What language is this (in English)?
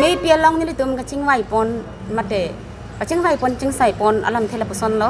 Karbi